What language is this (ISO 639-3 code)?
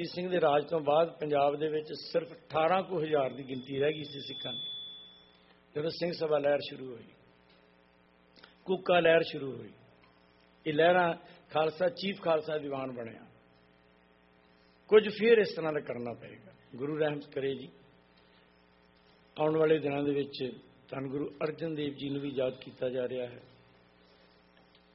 pan